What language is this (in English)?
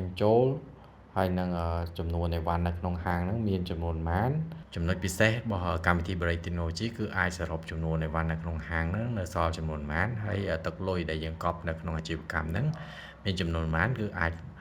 Khmer